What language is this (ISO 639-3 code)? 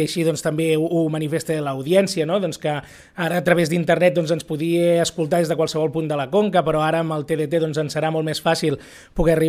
cat